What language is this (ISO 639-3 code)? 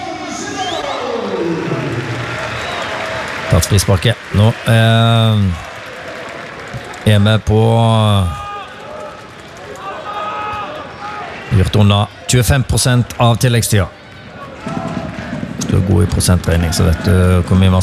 nor